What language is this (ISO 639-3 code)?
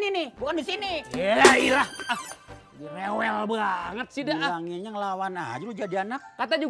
bew